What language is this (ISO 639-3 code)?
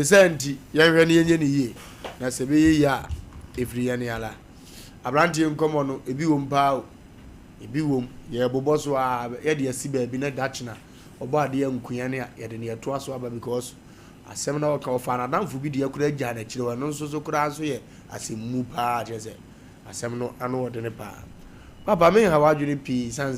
aka